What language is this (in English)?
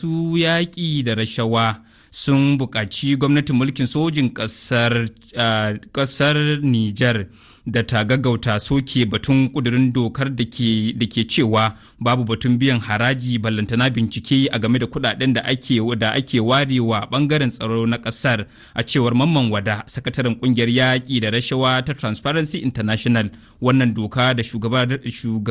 Hausa